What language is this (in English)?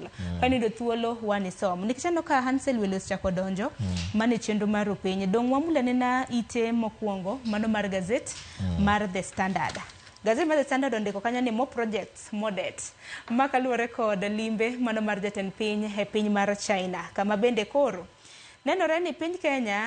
Luo (Kenya and Tanzania)